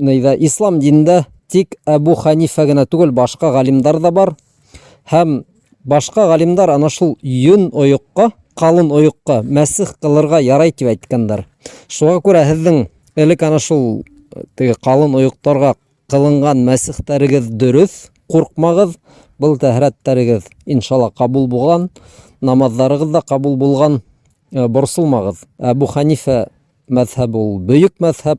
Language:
Bashkir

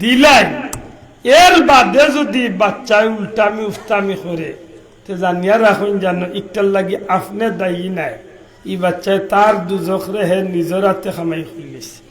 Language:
Sylheti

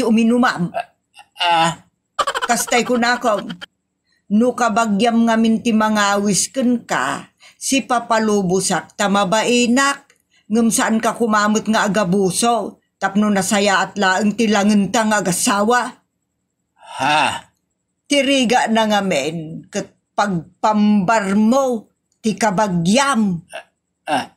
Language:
Iloko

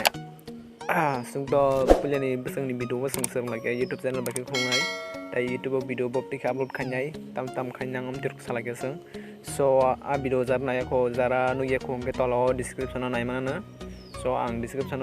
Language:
Kok Borok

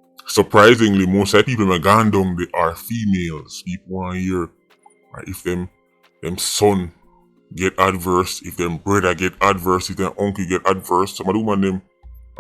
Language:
Jamaican Creole English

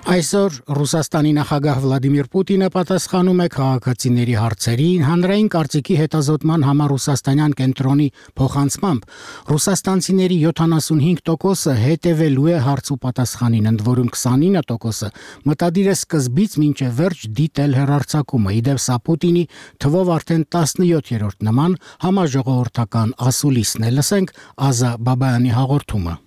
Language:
Armenian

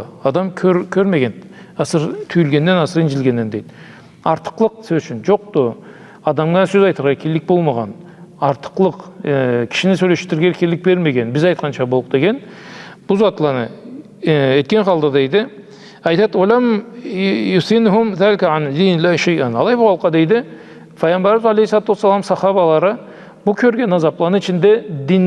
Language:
Karachay-Balkar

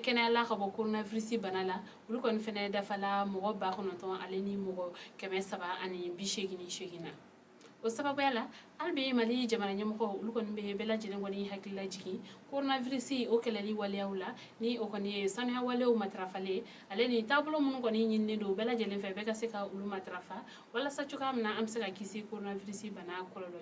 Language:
Bambara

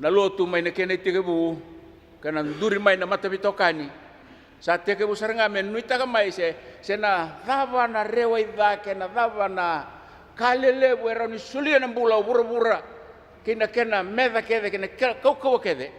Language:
Fijian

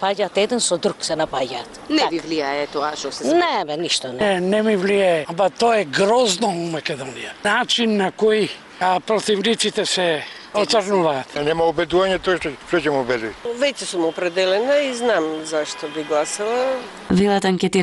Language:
Macedonian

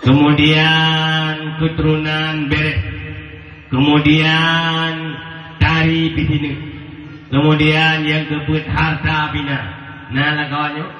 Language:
Achinese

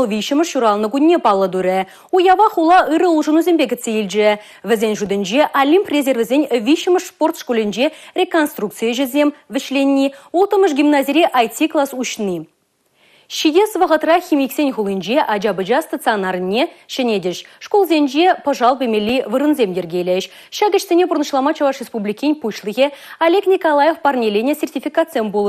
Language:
Chuvash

